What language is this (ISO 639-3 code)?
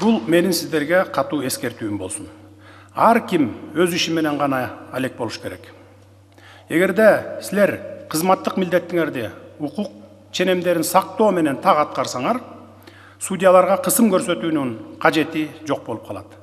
kir